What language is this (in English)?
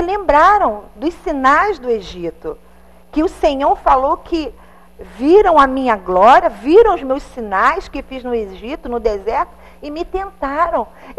Portuguese